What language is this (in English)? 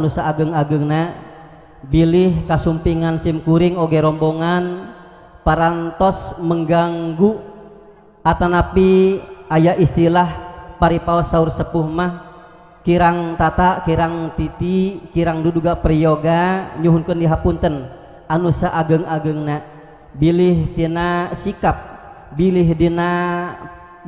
Sundanese